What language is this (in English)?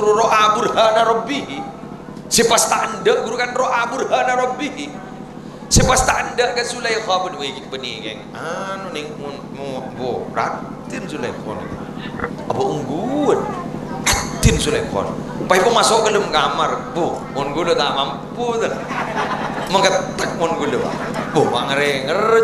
Madurese